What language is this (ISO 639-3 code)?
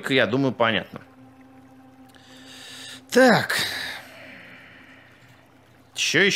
rus